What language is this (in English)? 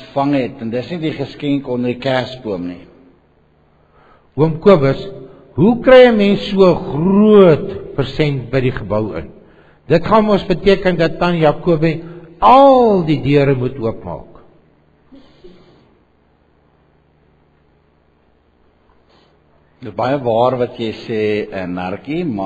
Afrikaans